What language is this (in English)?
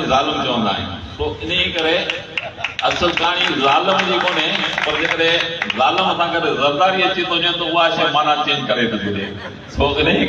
Sindhi